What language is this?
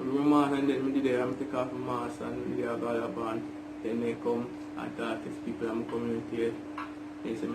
Jamaican Creole English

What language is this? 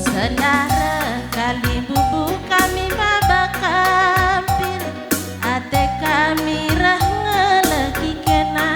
Batak Karo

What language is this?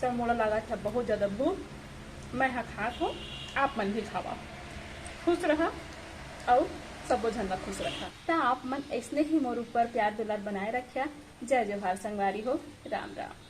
Chhattisgarhi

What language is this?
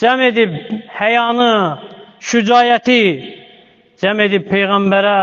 Azerbaijani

